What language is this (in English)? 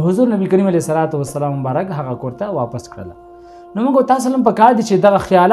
Pashto